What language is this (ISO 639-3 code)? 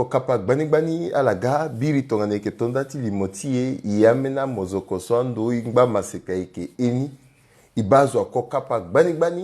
sag